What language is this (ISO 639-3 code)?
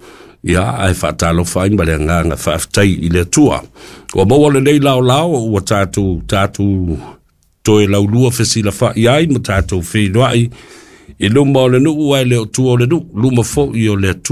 smo